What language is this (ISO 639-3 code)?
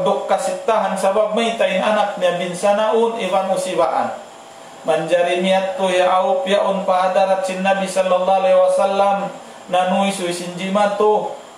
tsg